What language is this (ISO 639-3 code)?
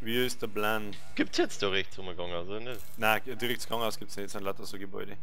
bar